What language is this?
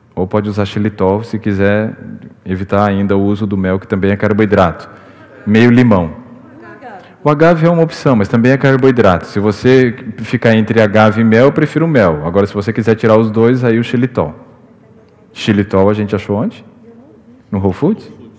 Portuguese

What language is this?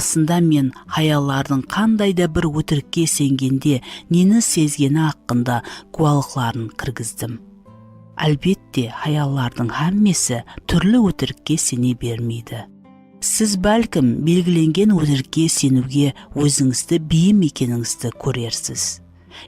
Kara-Kalpak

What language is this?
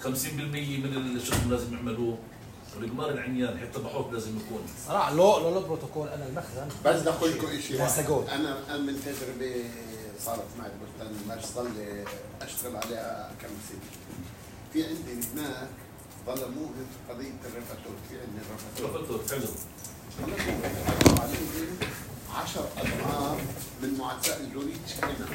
North Levantine Arabic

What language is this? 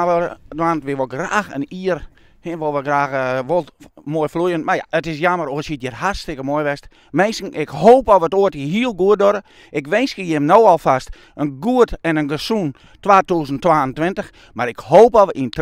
Western Frisian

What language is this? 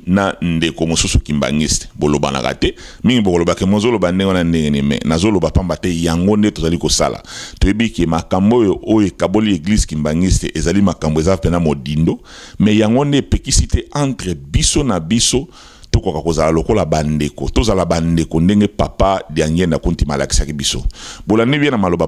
Lingala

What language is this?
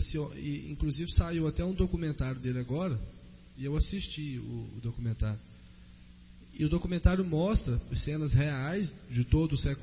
Portuguese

